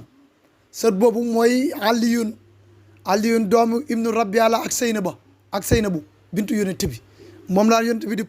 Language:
Wolof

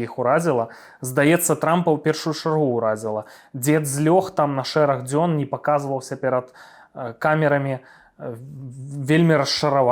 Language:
Belarusian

